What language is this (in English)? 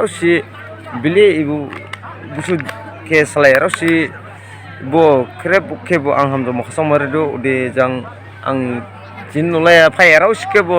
Dimasa